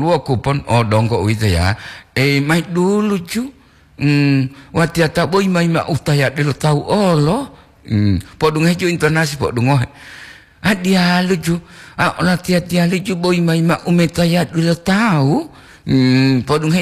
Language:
Gorontalo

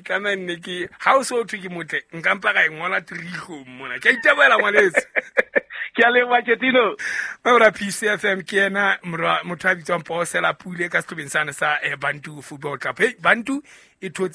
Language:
Southern Sotho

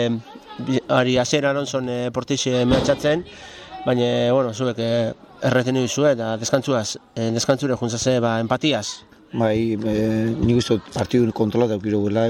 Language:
Basque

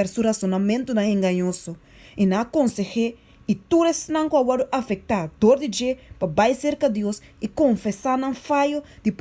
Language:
Papiamento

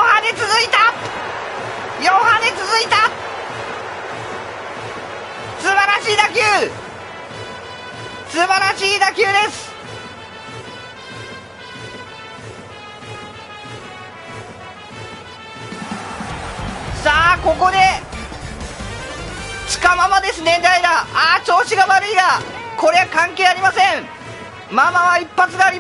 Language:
Japanese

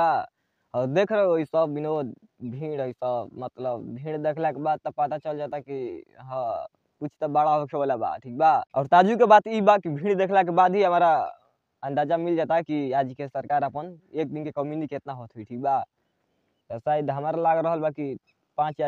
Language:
Bhojpuri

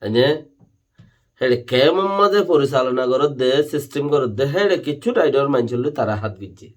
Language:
Rohingya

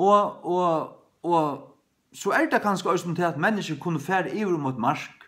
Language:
Faroese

